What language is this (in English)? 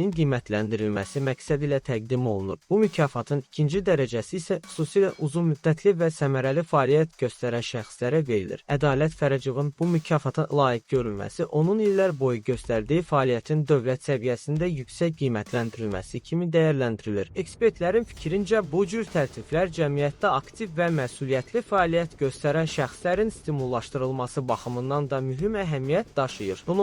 Azerbaijani